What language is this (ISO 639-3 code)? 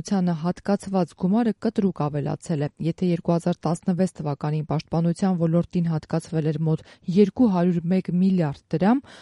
hye